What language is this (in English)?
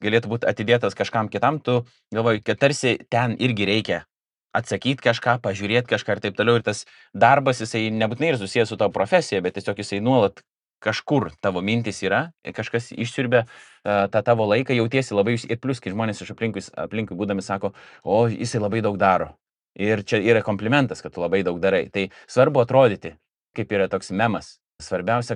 Lithuanian